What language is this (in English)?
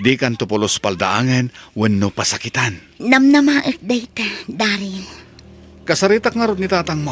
Iloko